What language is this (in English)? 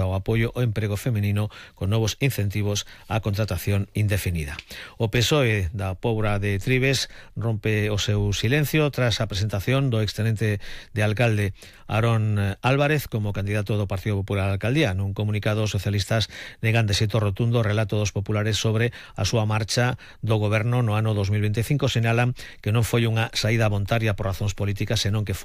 Galician